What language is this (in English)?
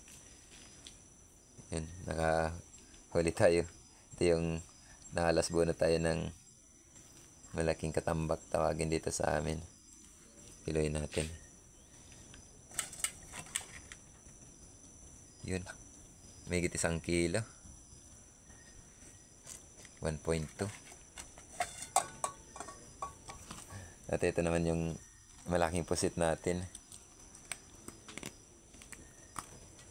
Filipino